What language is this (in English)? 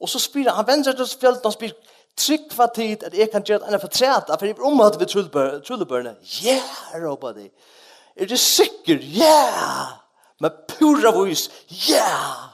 Faroese